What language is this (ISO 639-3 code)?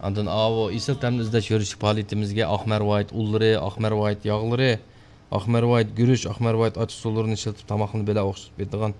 uig